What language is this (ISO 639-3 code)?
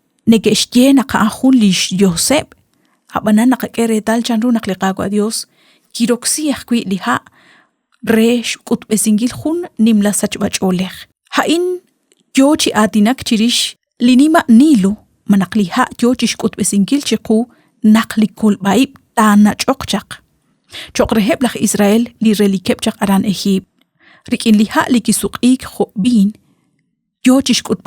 kek